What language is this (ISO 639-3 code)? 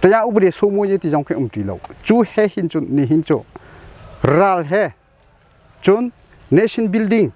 cnh